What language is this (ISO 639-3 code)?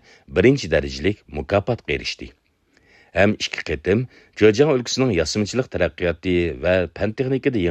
uig